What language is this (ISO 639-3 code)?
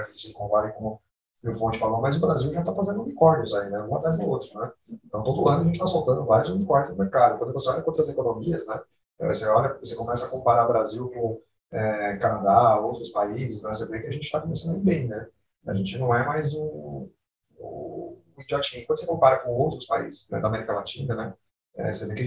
por